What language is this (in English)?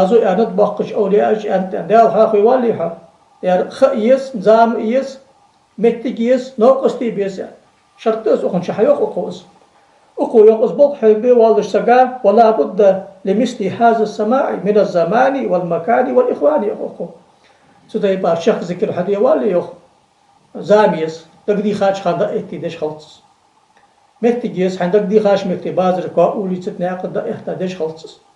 Ingush